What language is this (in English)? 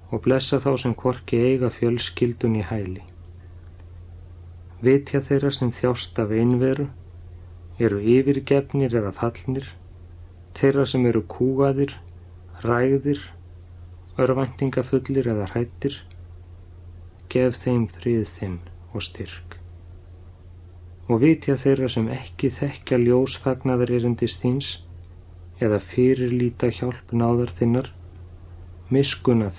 Icelandic